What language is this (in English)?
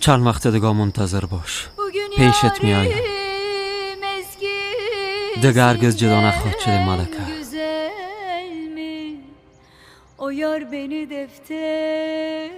Persian